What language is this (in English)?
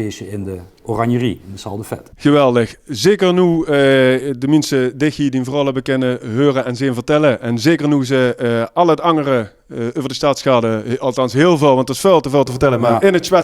Limburgish